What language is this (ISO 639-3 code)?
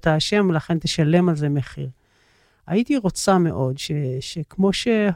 heb